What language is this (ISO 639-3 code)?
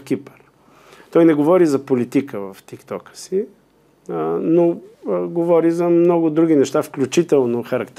bul